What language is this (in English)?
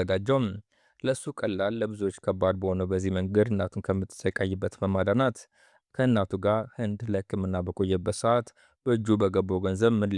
Amharic